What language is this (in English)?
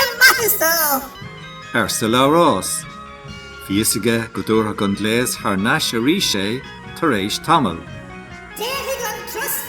Irish